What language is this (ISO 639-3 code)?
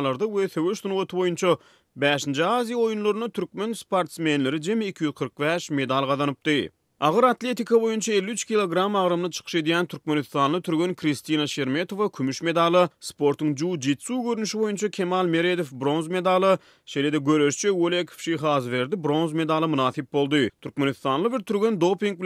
tuk